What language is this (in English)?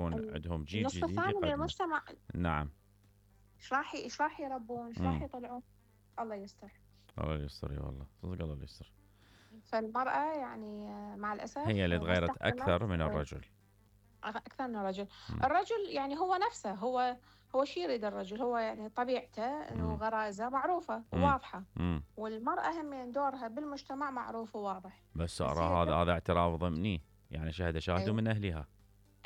Mesopotamian Arabic